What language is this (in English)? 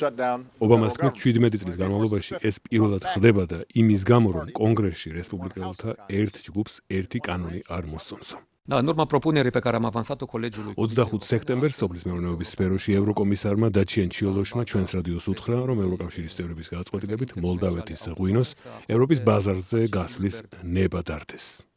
Georgian